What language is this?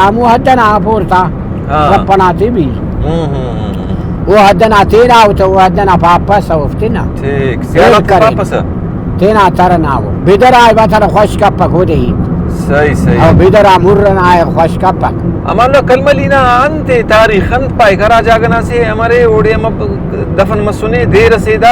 Brahui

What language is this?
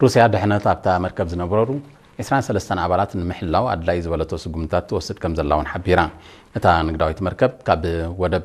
Tigrinya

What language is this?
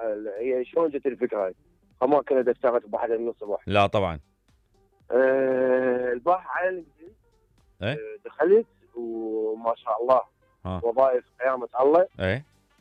Mesopotamian Arabic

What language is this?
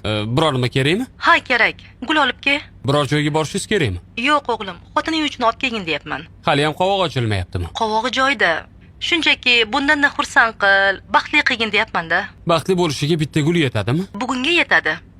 Uzbek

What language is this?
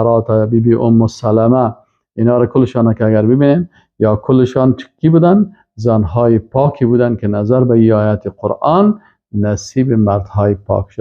Persian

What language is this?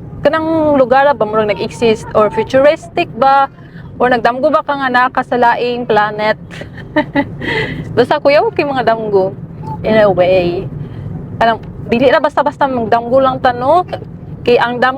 Cebuano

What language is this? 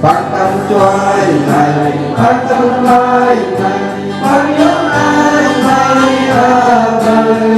Central Mnong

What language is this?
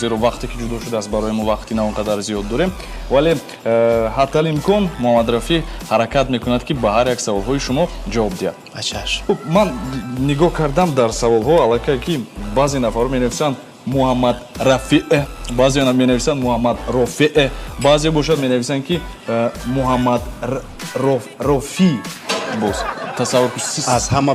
Tajik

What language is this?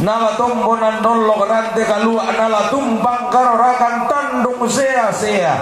Toraja-Sa'dan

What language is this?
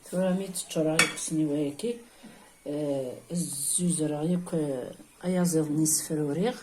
Kabyle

